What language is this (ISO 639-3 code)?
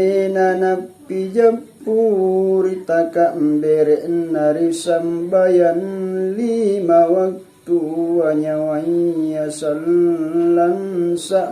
mak